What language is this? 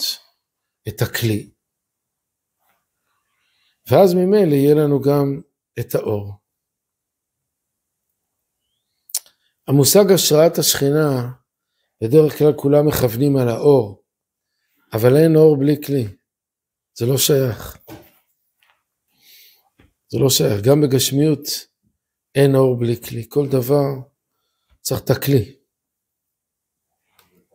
Hebrew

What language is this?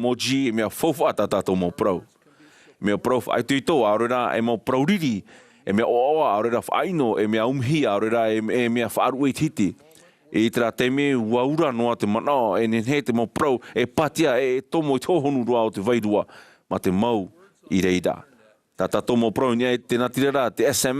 Tahitian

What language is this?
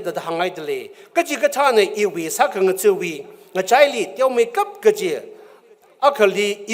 Tangkhul Naga (India)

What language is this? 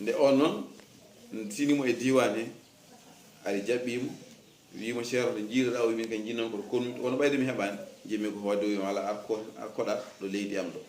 Fula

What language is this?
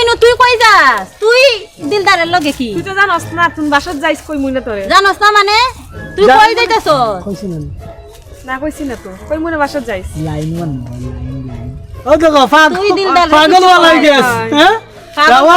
Sylheti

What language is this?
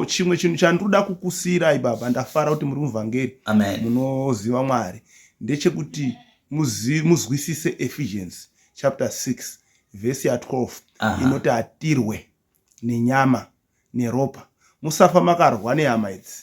Shona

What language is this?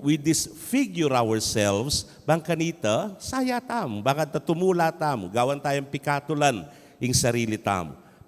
Pampanga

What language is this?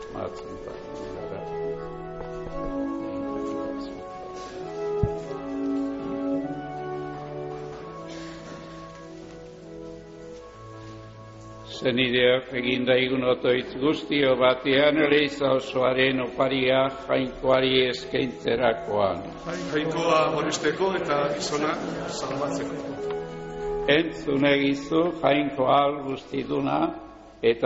Basque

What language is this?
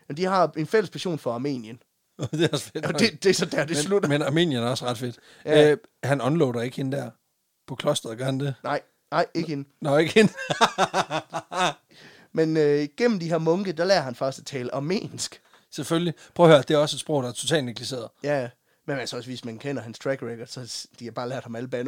Danish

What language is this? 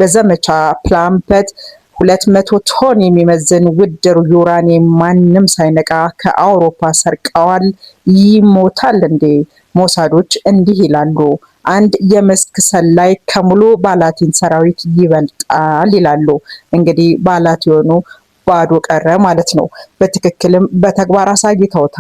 Amharic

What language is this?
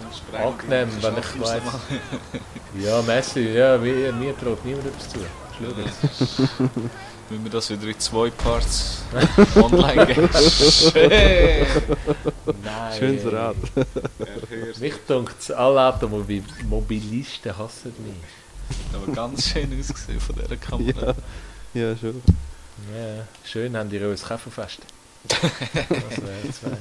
Swiss German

